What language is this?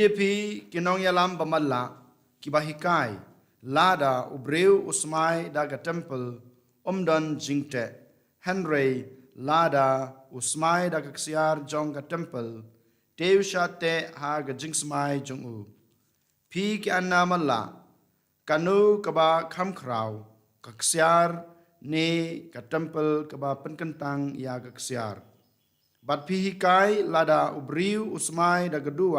Khasi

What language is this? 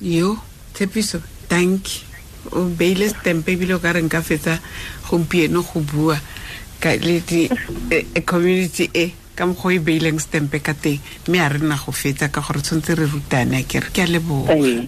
Tswana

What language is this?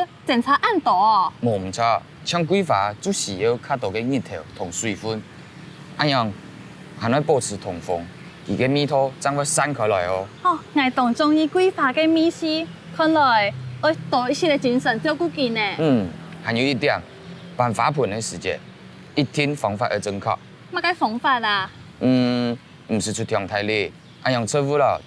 Hakka Chinese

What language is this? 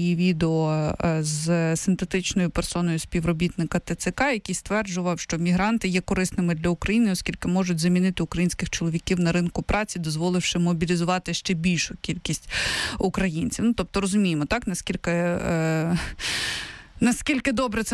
Ukrainian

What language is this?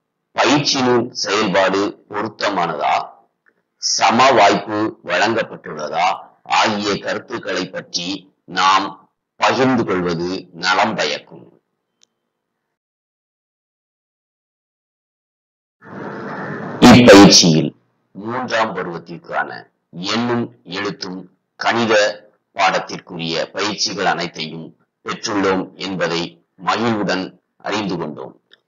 Tamil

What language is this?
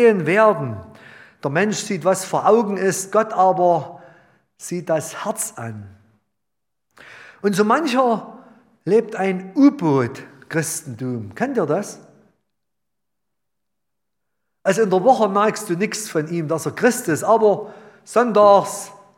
German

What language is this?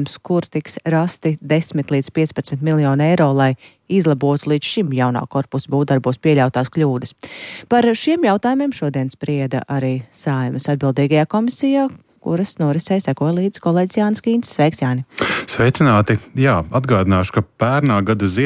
Latvian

